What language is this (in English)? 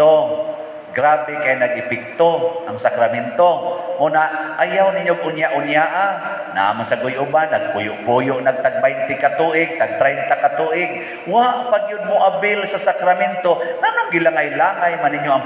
Cebuano